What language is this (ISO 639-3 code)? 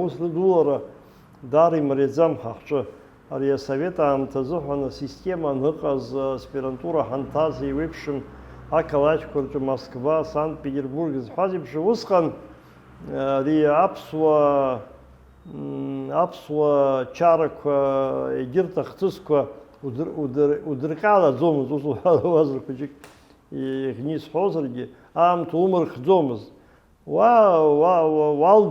abk